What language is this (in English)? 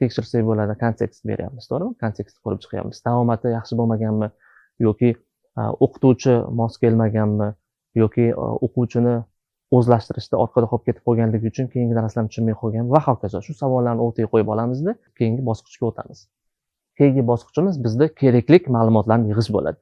Uzbek